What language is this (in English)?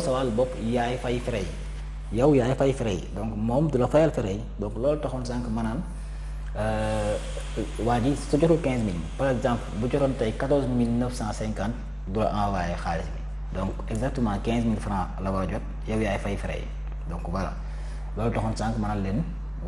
Wolof